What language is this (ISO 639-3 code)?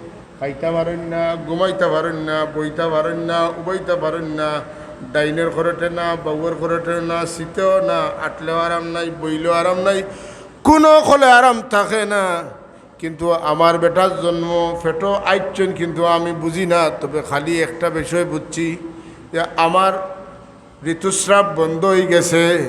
syl